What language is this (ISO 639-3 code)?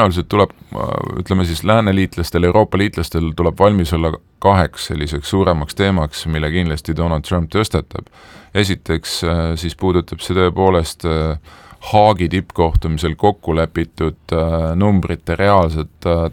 est